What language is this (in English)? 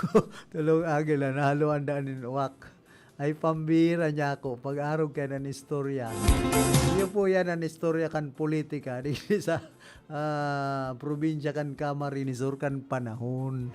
Bikol